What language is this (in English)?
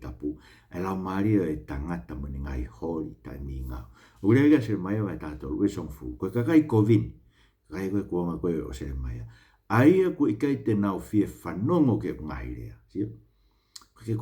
Tongan